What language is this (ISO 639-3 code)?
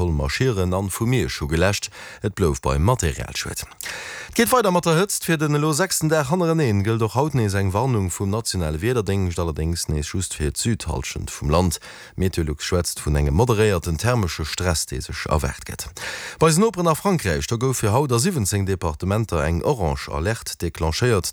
ltz